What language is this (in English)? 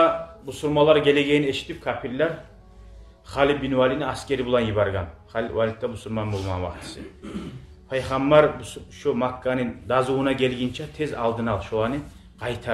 Kumyk